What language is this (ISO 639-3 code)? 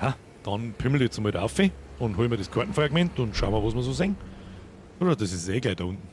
bar